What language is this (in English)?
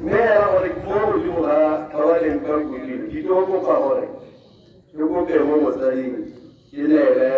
Tswana